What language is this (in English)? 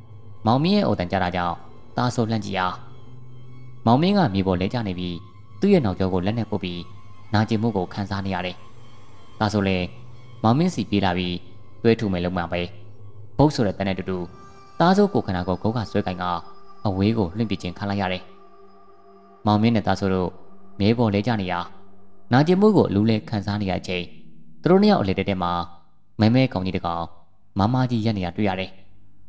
Burmese